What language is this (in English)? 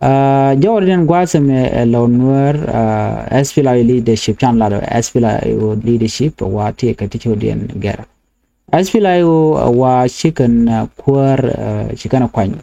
Nuer